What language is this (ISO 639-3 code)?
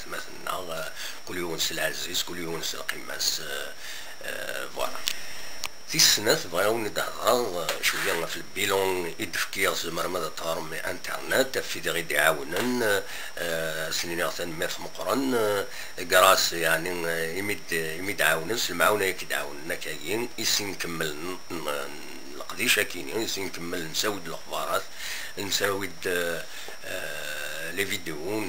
kab